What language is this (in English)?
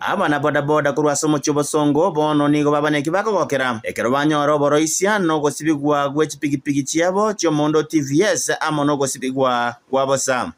Gusii